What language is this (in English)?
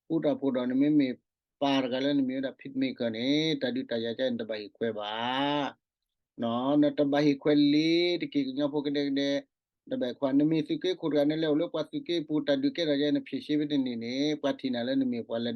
S'gaw Karen